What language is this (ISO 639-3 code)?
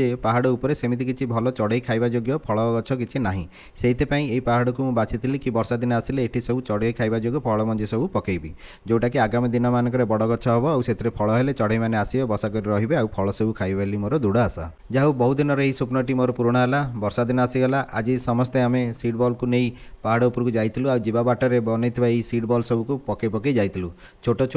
ori